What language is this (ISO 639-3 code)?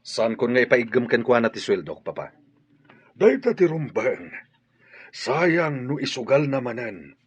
ilo